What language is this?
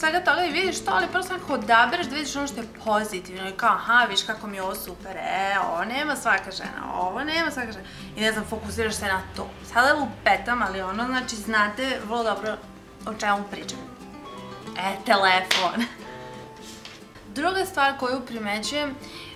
Serbian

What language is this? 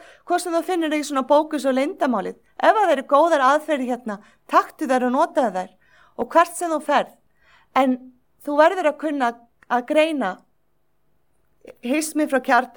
Icelandic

